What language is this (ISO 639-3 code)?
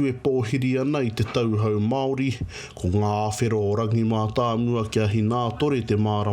mri